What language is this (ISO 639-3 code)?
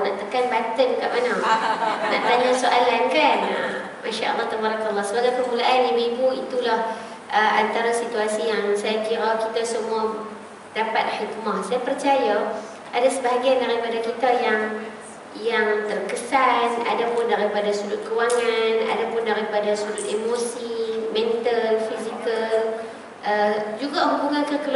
msa